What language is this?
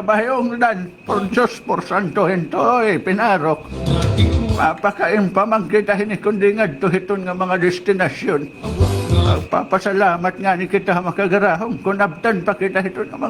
Waray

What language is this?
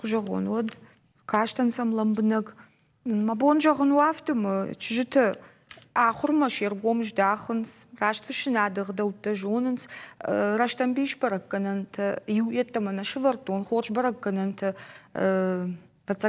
Ossetic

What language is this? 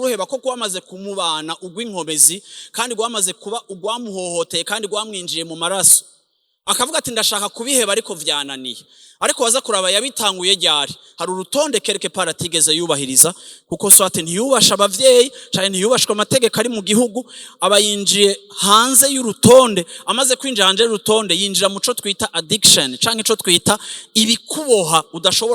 Rundi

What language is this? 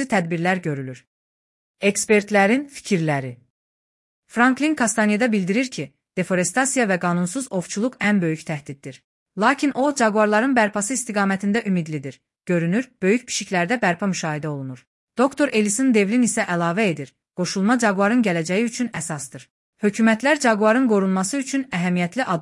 Azerbaijani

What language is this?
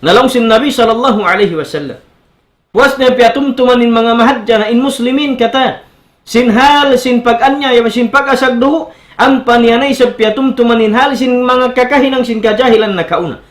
Tausug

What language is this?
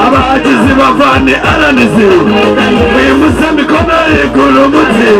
Nyankole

